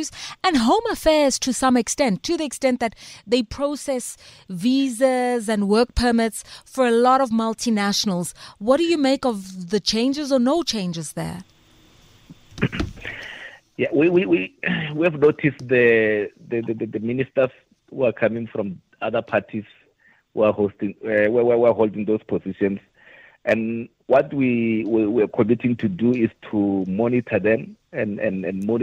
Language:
English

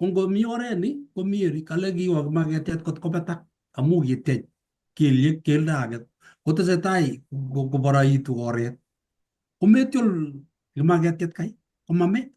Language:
Kalenjin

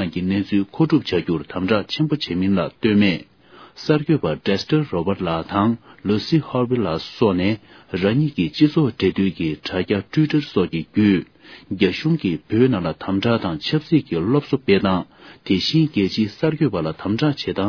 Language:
Tibetan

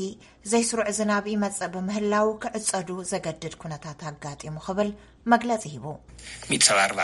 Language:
Tigrinya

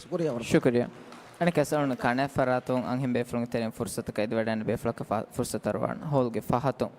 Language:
Divehi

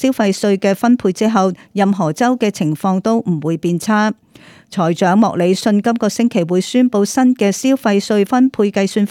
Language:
Cantonese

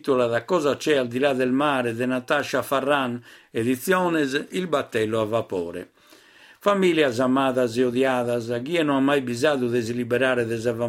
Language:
Sardinian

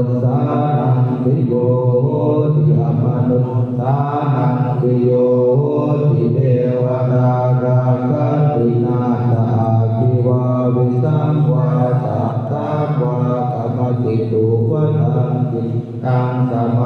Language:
Pali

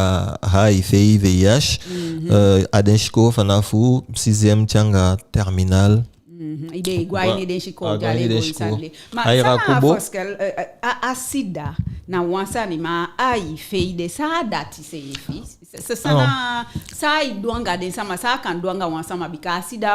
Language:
Eastern Maroon Creole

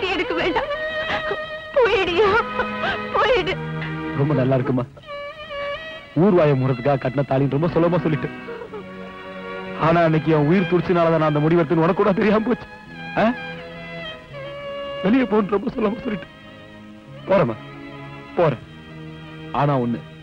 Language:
Tamil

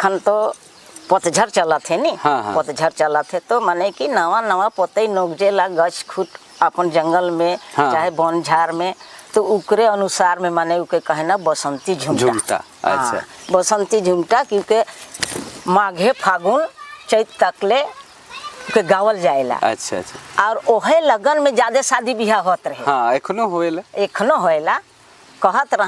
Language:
Sadri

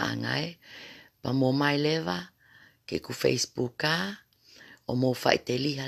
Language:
Tongan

